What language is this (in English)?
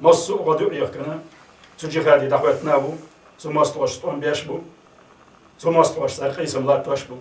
Chechen